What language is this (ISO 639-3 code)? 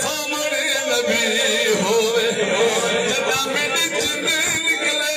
skr